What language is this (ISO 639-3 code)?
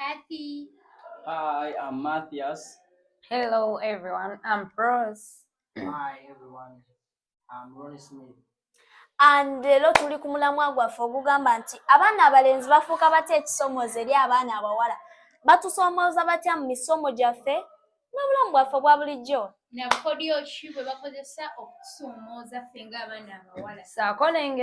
lug